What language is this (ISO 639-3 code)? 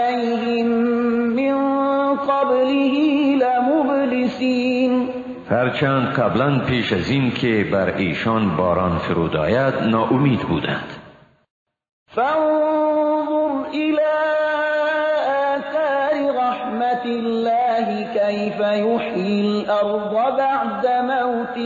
fas